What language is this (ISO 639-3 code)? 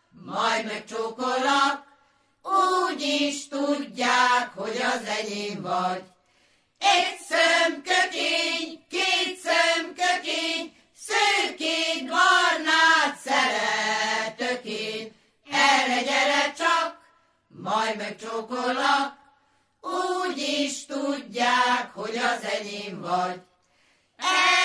hun